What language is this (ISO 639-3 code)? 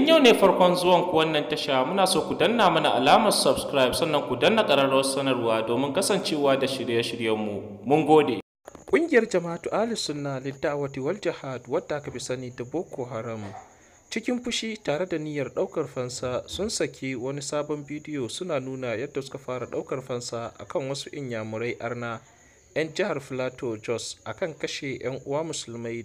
hau